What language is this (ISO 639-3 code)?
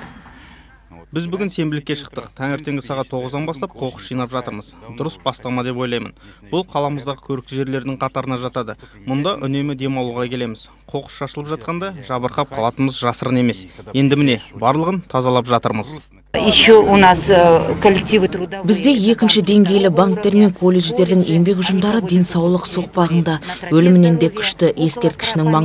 kaz